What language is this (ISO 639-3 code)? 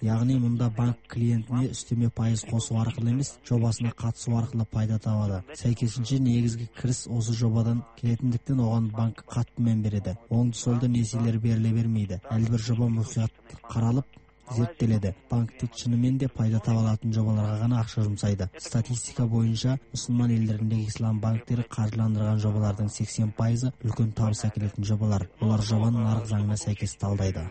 kaz